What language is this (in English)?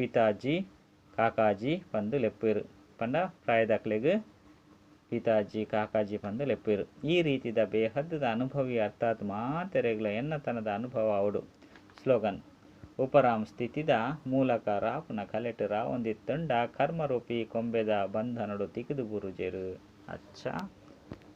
Tulu